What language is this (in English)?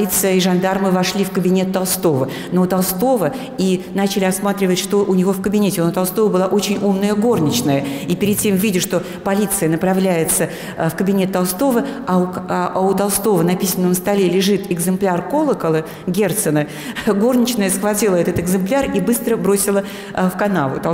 Russian